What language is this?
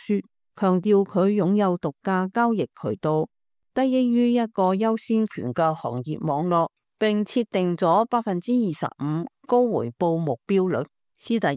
Cantonese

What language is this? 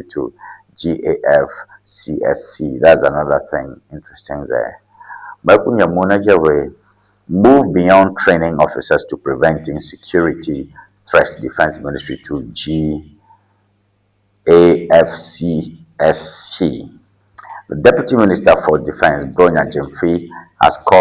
Ewe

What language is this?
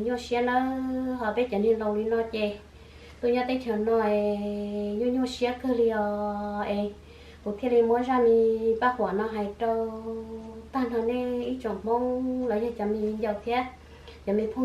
Hmong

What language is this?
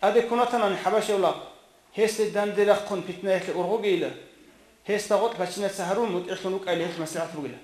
Avaric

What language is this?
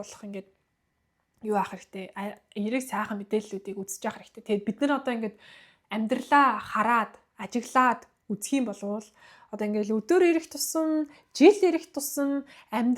Mongolian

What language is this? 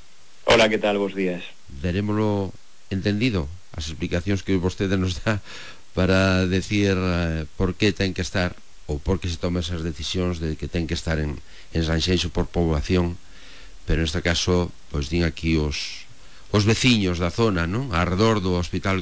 Galician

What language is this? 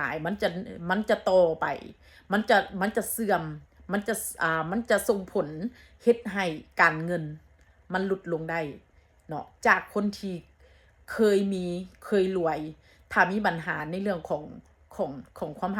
Northeastern Thai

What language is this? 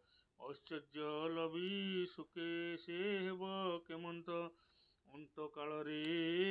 Odia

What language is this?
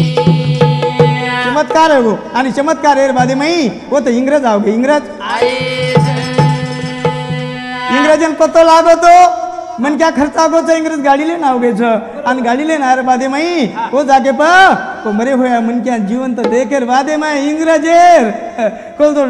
Lambadi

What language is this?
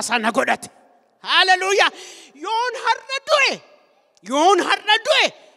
Oromo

